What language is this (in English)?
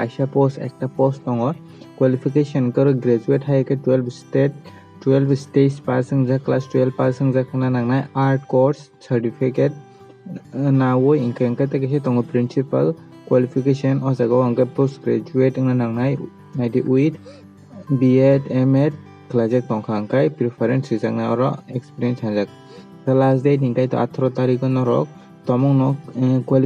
Kok Borok